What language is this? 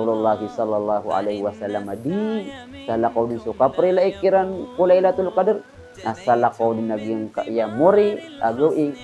Maranao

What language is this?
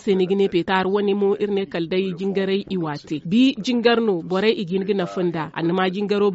Zarma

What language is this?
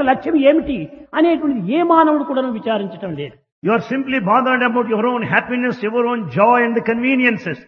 Telugu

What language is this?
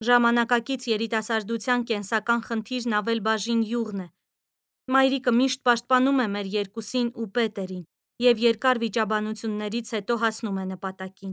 Armenian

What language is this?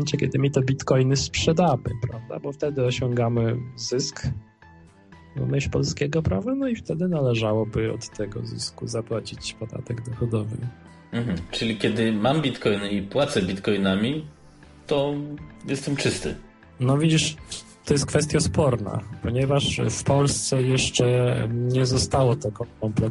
Polish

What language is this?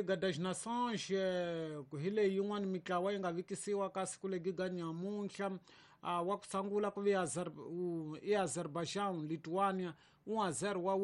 Tsonga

